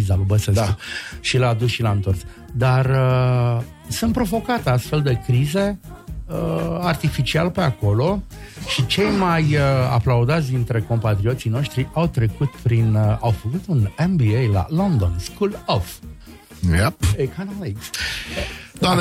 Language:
Romanian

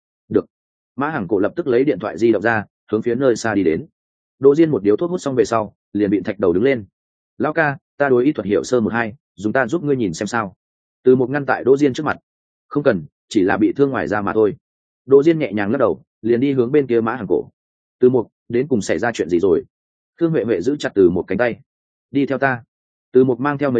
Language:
Vietnamese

